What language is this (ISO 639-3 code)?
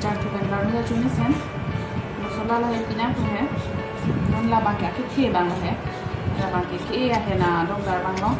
mjw